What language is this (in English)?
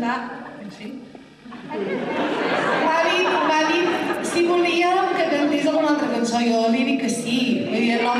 Catalan